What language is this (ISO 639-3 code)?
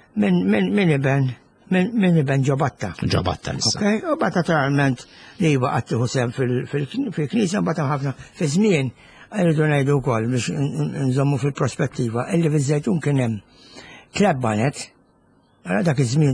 mlt